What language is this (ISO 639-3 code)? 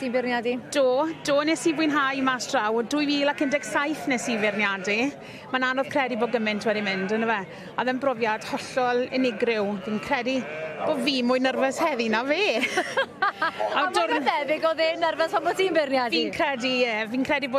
cym